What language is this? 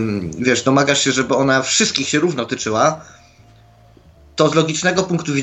Polish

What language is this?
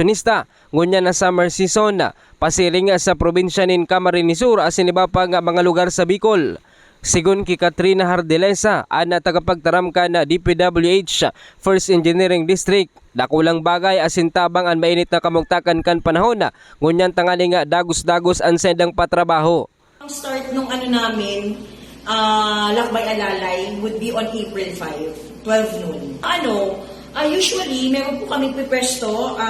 Bikol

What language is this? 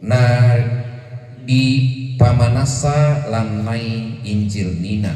Toraja-Sa'dan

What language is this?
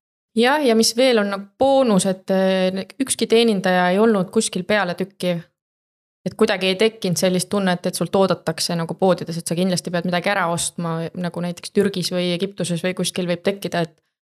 Estonian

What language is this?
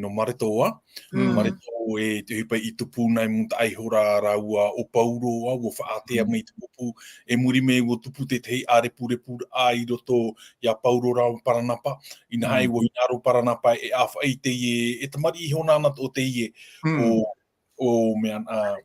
Tahitian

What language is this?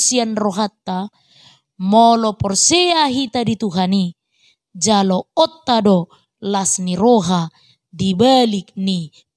Batak Toba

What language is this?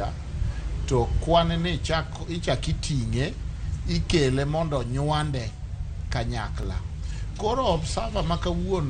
Luo (Kenya and Tanzania)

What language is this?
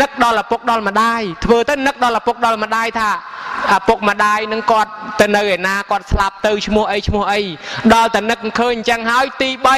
Khmer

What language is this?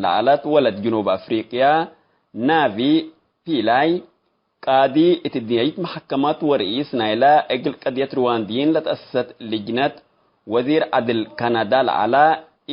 Tigre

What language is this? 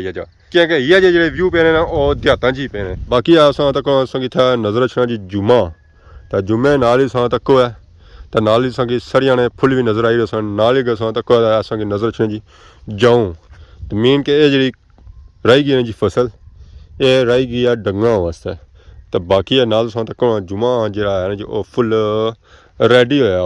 Pahari-Potwari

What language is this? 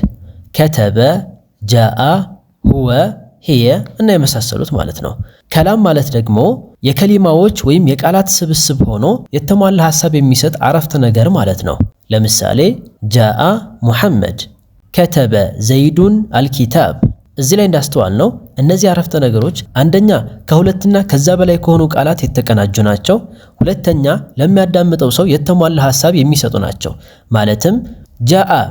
Amharic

